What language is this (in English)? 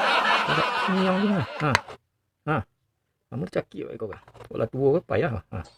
Minangkabau